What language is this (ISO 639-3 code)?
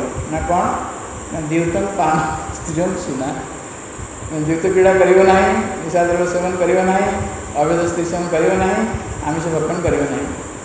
ori